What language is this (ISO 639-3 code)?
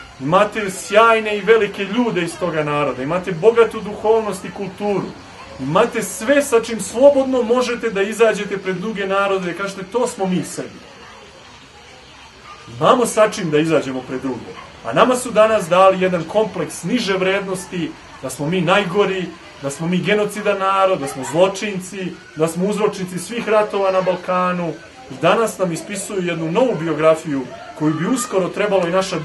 srp